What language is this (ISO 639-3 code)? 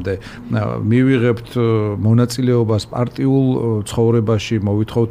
kat